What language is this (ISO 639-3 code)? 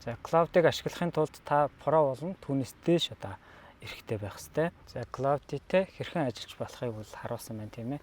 mon